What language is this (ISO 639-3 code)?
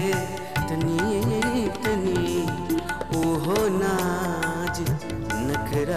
bho